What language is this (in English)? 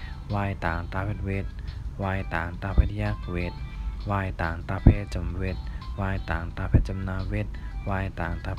Shan